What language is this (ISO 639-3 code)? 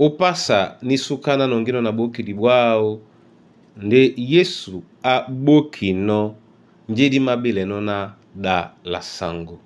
dua